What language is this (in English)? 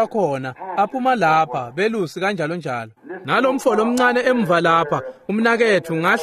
Swati